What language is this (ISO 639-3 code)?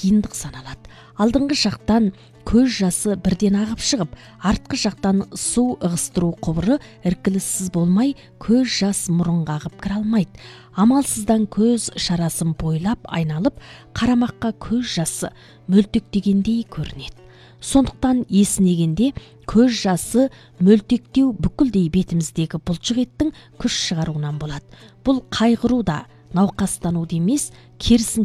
kaz